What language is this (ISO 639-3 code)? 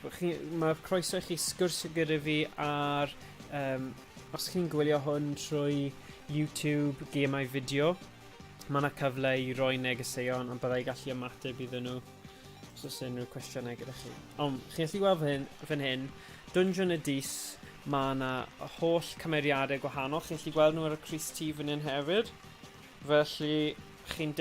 cym